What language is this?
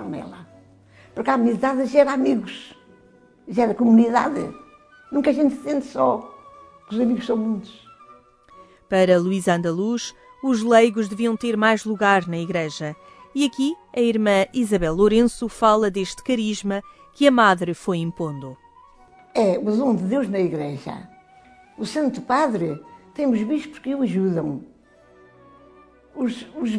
Portuguese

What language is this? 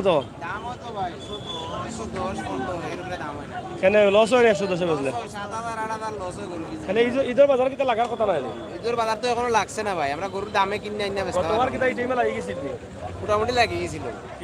Sylheti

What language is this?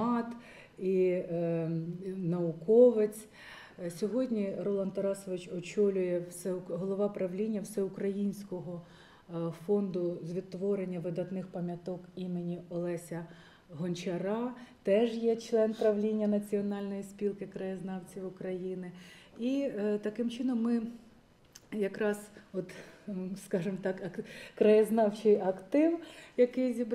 Ukrainian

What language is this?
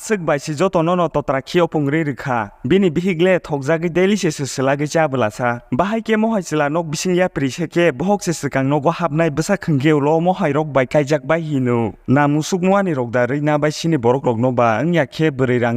Kok Borok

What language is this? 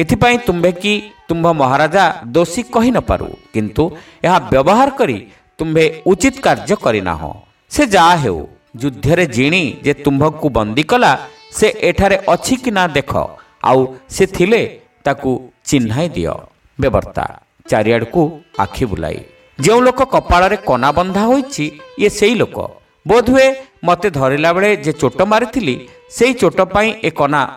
Odia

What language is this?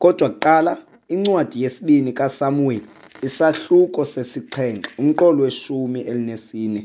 Xhosa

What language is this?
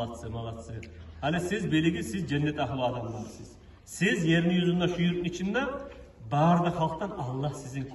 Kumyk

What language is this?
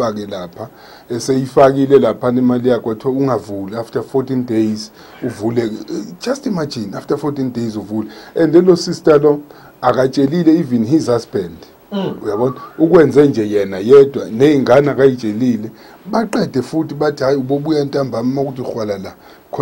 Zulu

